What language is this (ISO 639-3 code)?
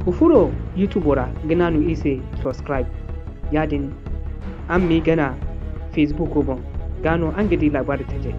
dje